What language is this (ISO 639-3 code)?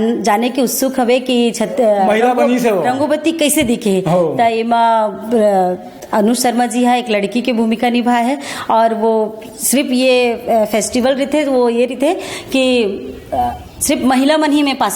hne